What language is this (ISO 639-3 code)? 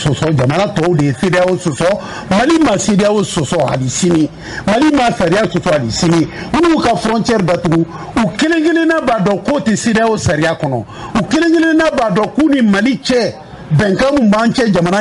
bam